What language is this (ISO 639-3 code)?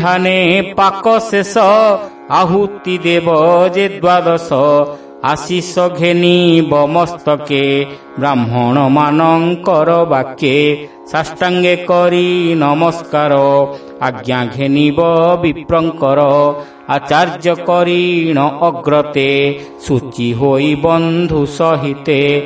ori